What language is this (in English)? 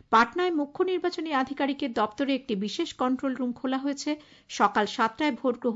Bangla